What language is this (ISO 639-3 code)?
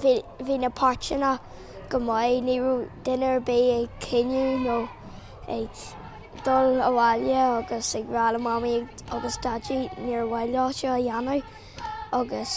gle